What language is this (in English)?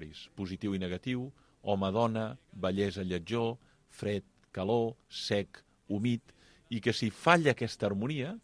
Catalan